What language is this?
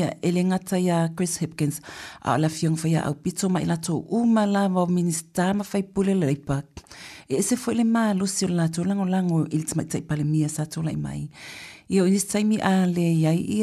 Samoan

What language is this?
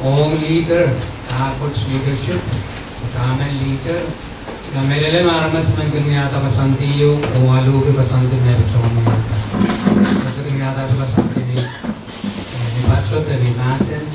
Pohnpeian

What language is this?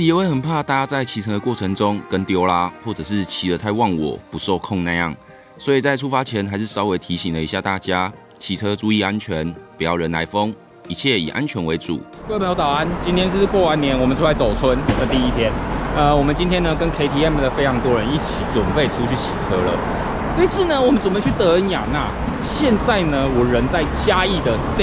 Chinese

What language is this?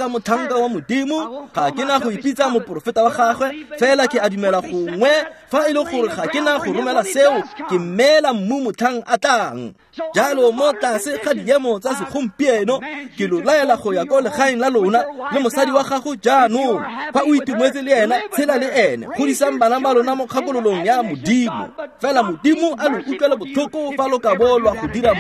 Tswana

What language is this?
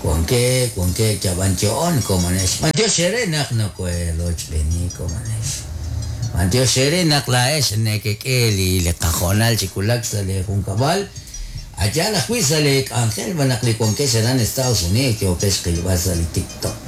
Kekchí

